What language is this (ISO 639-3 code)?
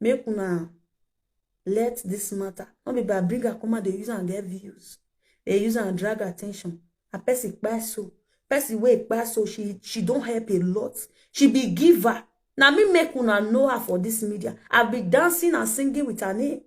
pcm